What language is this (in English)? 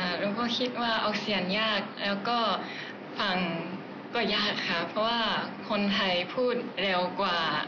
Thai